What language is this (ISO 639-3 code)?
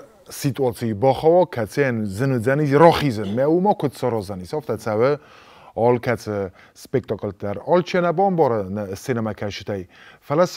oss